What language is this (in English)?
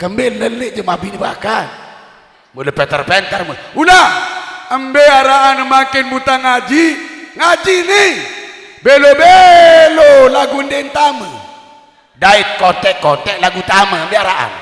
Sasak